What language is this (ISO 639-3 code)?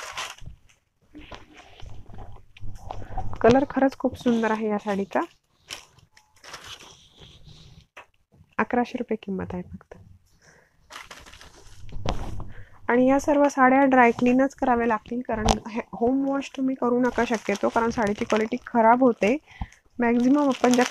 mar